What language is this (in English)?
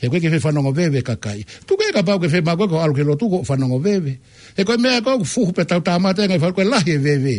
Tongan